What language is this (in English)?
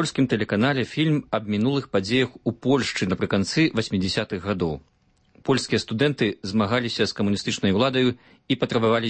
Belarusian